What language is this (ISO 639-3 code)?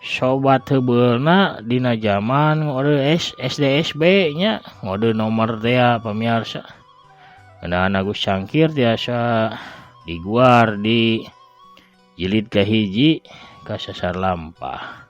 sun